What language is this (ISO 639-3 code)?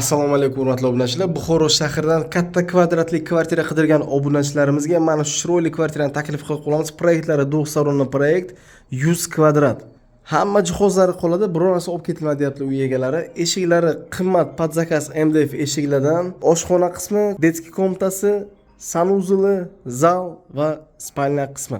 uzb